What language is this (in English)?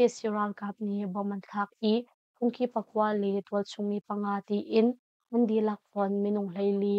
Hakha Chin